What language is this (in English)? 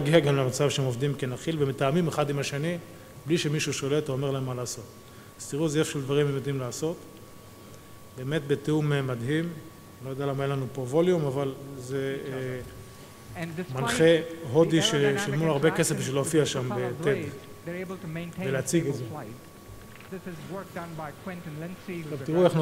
Hebrew